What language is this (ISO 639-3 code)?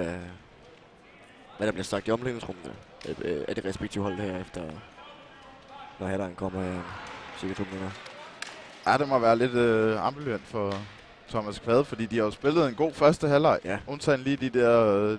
dan